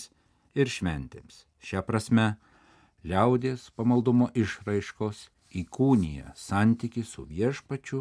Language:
Lithuanian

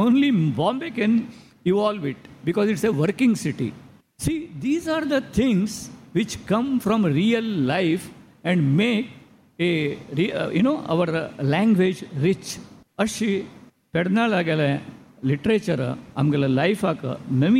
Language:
Konkani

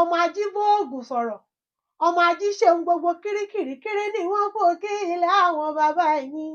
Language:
Yoruba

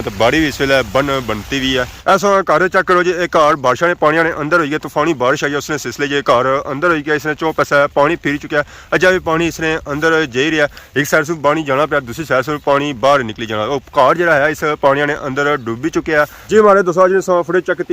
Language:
Pahari-Potwari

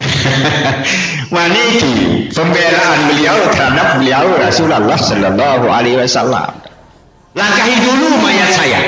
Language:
Sasak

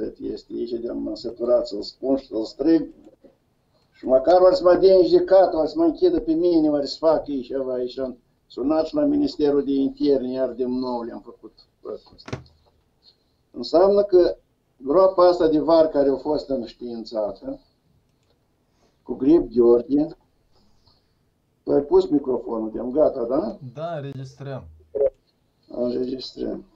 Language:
Romanian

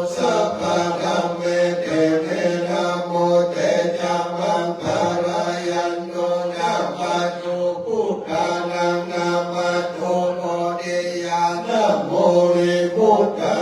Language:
Pali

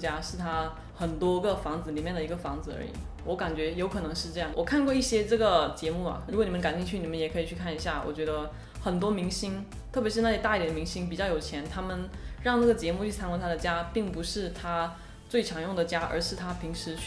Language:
Chinese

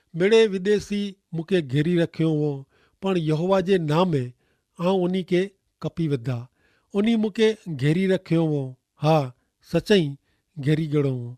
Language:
Kachhi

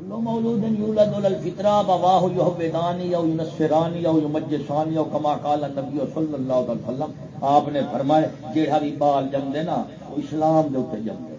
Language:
Saraiki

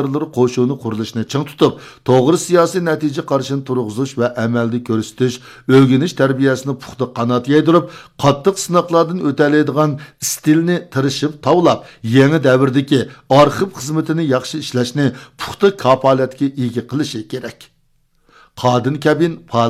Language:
Uyghur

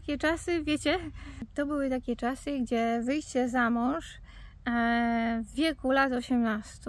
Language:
Polish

